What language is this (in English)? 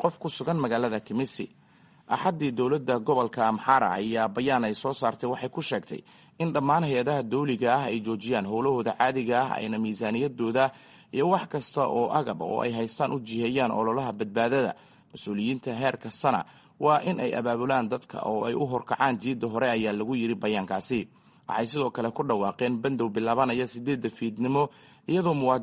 Somali